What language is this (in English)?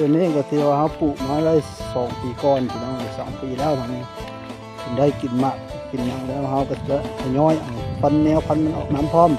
Northeastern Thai